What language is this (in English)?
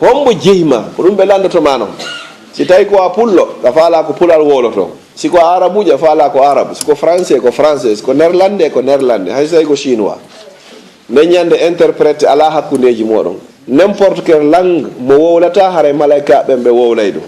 Fula